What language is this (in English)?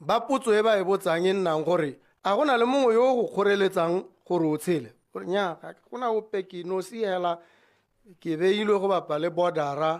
Tswana